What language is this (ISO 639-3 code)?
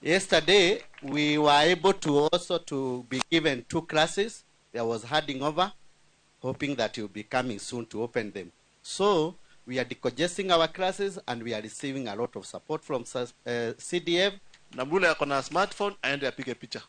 kik